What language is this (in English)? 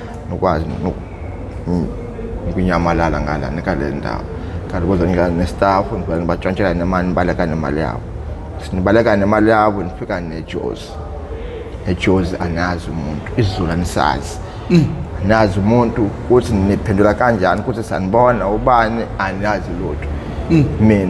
Zulu